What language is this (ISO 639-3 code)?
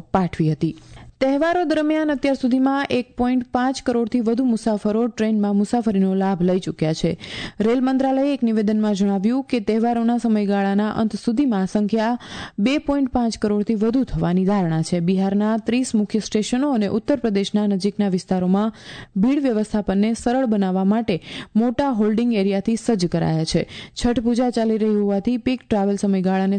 guj